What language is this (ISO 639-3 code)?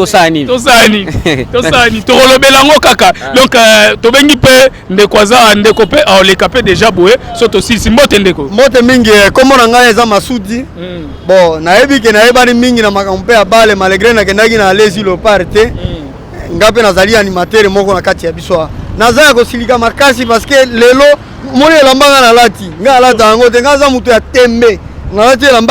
lin